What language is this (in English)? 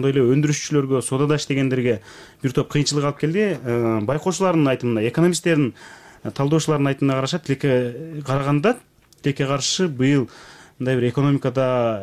Kyrgyz